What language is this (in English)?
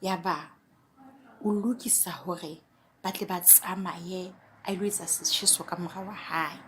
Southern Sotho